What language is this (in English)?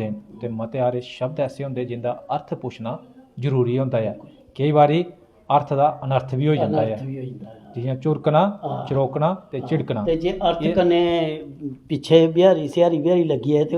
Dogri